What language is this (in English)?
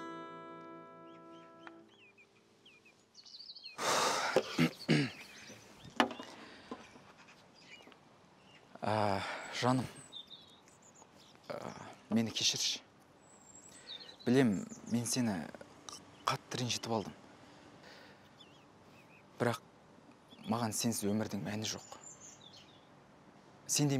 Kazakh